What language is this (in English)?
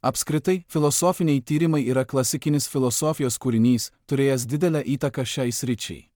Lithuanian